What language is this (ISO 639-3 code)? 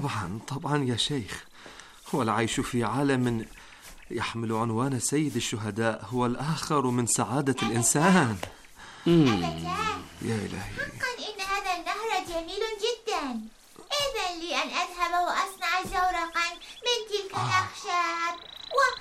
ara